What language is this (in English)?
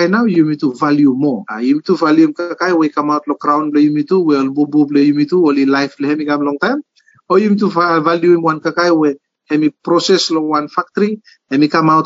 Bislama